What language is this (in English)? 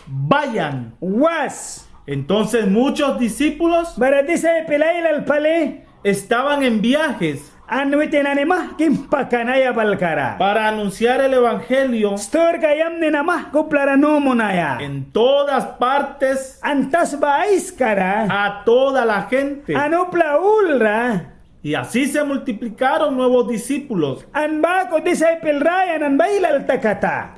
Mískito